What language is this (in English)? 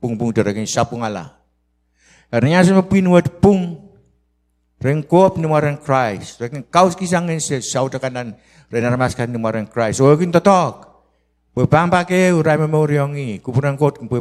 Pohnpeian